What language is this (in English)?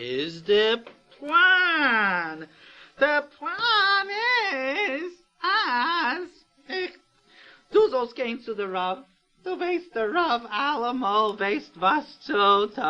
Yiddish